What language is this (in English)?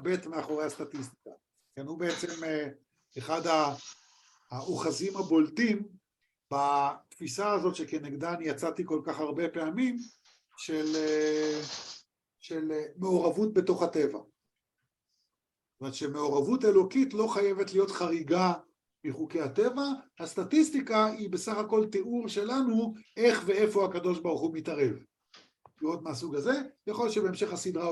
Hebrew